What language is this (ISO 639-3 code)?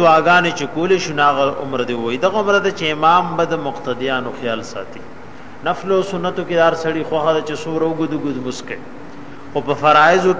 pus